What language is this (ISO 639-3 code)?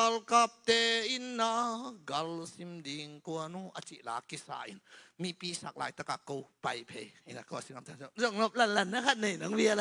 ctd